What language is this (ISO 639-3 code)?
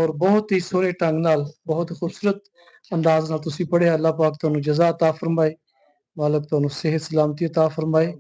lah